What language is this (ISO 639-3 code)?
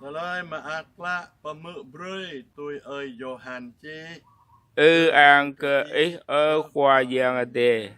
jra